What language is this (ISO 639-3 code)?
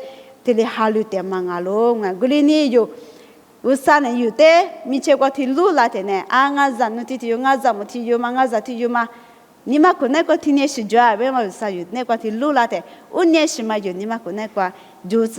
lis